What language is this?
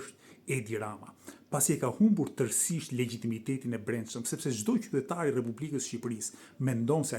Albanian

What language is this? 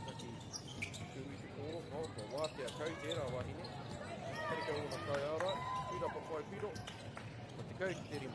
Māori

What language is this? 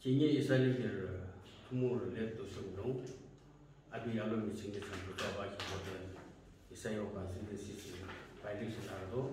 Naga Pidgin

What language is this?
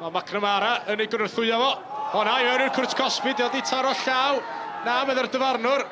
Welsh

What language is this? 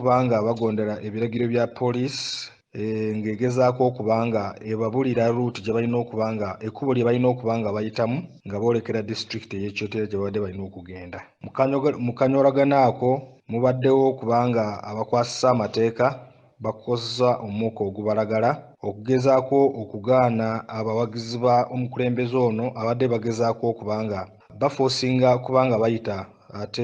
Ganda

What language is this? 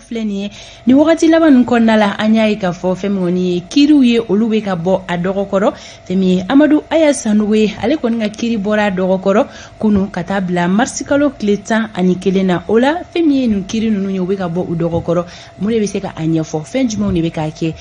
Bambara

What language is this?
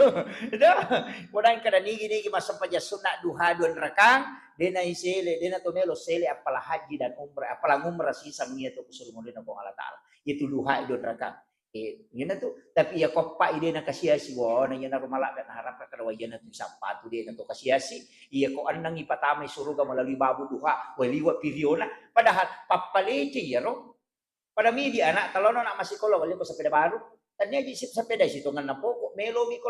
Buginese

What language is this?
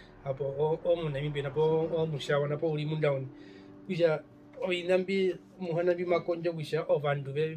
Herero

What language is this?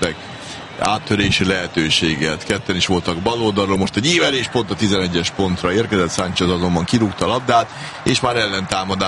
Hungarian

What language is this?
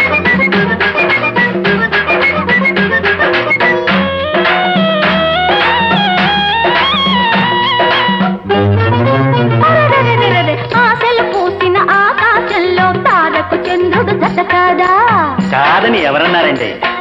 Telugu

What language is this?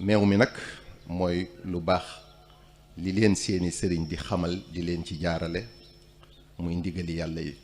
Wolof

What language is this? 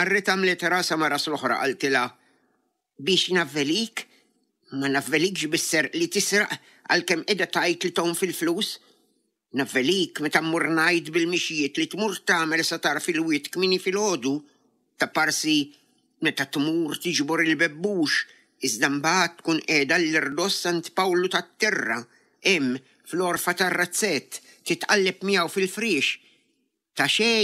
Maltese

